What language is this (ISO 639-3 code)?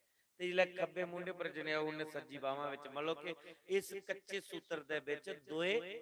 doi